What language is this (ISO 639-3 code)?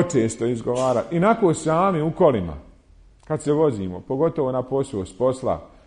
bos